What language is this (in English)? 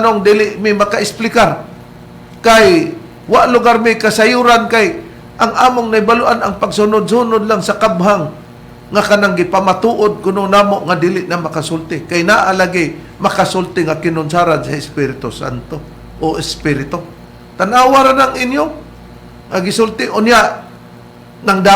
Cebuano